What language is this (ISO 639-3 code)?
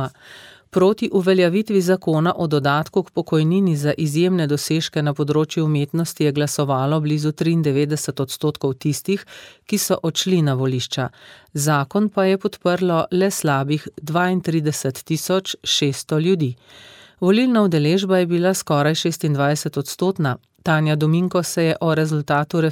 slv